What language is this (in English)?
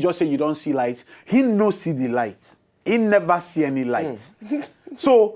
Nigerian Pidgin